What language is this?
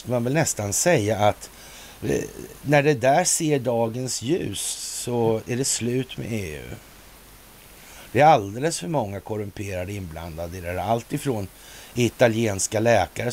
Swedish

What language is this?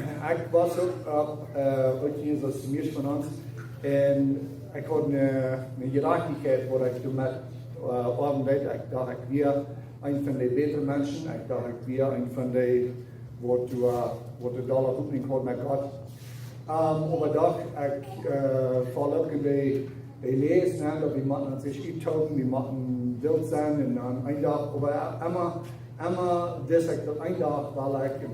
Plautdietsch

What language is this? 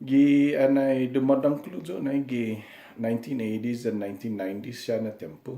Chamorro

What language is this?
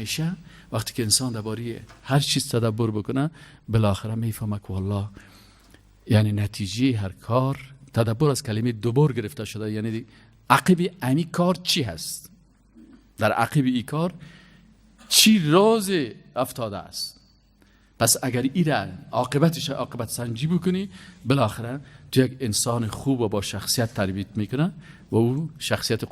Persian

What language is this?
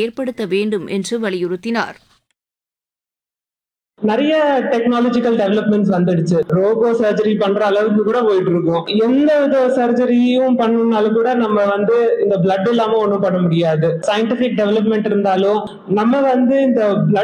Tamil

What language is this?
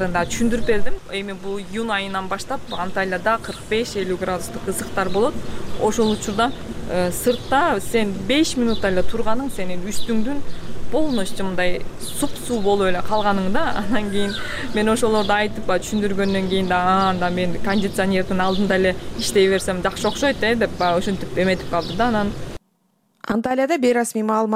Kyrgyz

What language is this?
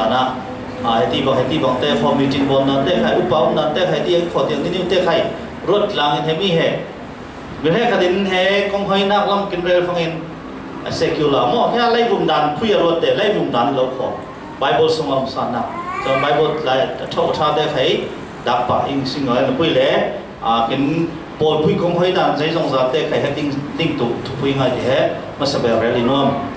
Falam Chin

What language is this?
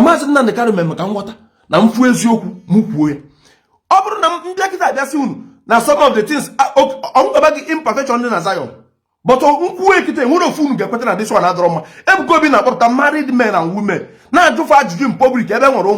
Igbo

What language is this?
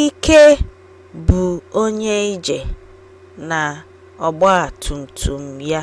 Igbo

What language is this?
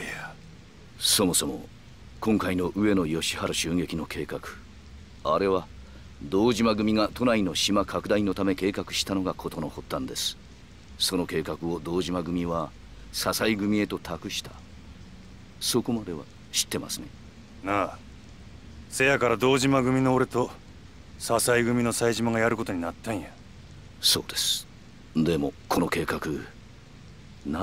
Japanese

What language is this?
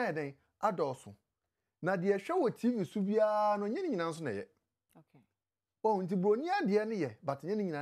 Akan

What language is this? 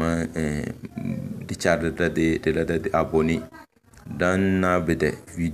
Tem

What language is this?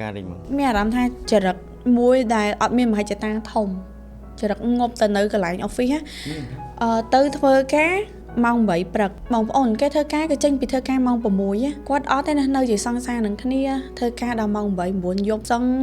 Khmer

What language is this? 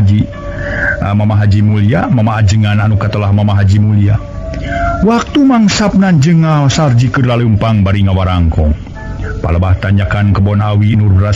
Sundanese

